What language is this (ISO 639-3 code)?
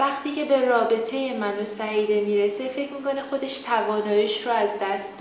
fas